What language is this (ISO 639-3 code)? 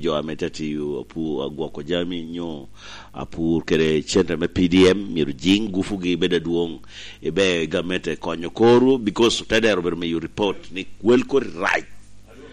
laj